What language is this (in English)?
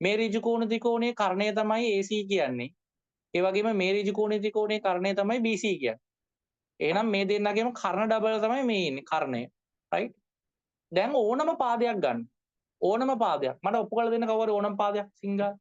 Sinhala